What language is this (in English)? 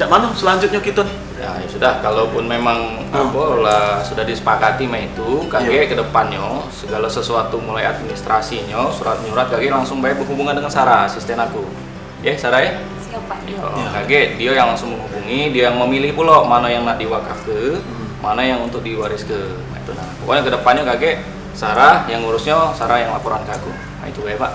Musi